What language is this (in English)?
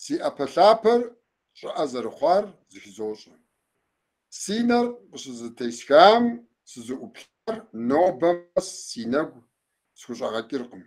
Kabardian